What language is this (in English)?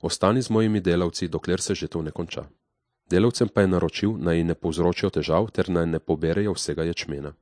Slovenian